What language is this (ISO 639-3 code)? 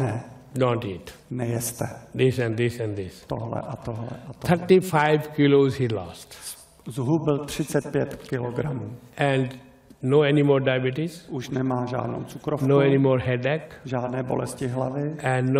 ces